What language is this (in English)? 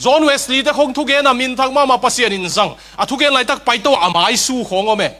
Tedim Chin